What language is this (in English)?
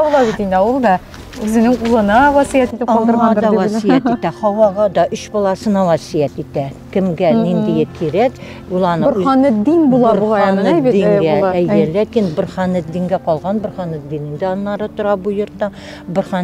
Tatar